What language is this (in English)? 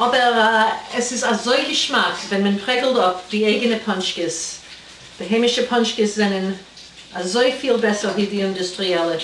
Yiddish